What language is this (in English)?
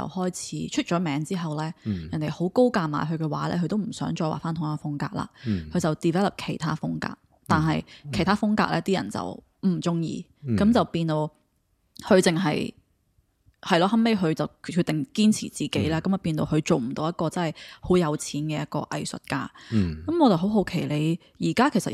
Cantonese